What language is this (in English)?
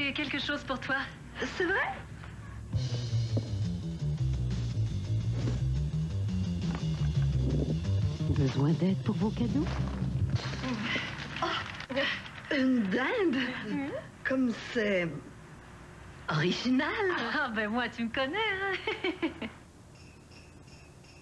French